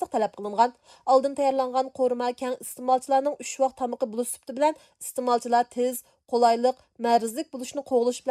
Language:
Uyghur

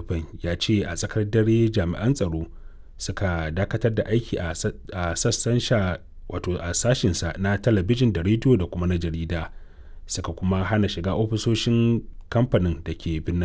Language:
Hausa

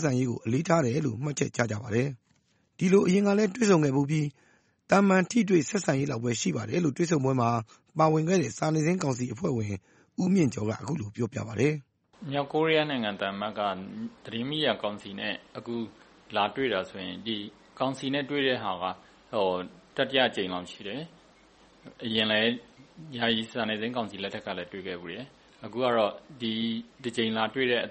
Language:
Burmese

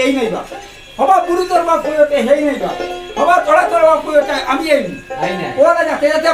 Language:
Sylheti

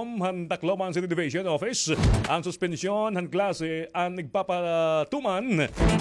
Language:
Waray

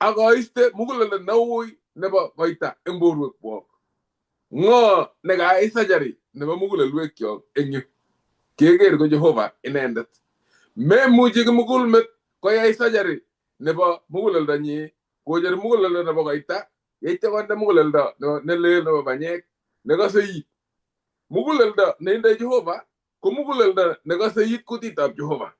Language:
Kalenjin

